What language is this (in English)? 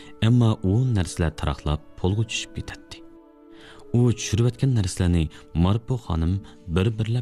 Uyghur